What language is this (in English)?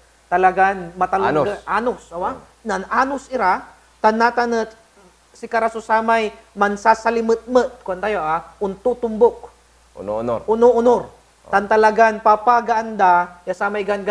Pangasinan